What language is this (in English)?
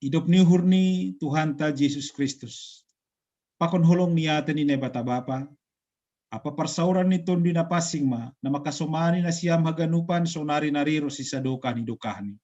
Batak Simalungun